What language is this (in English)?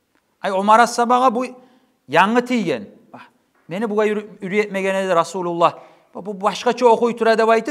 Kumyk